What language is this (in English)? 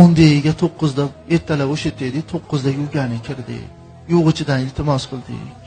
Uzbek